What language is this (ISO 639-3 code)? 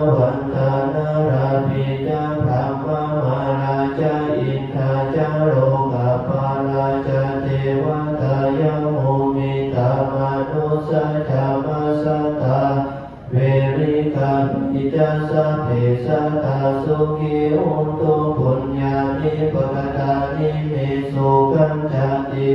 pli